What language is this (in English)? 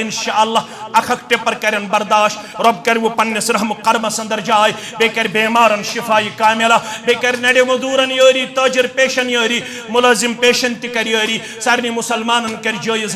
Kashmiri